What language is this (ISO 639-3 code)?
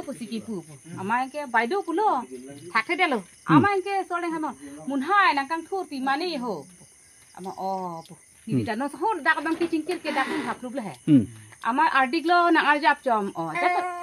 mjw